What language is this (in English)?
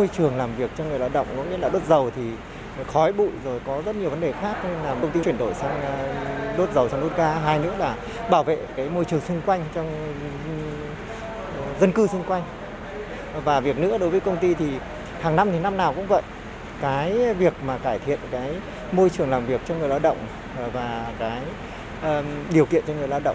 Vietnamese